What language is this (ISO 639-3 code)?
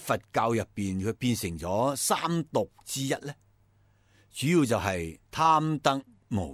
yue